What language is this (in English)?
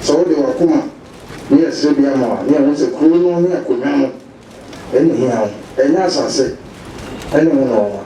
Akan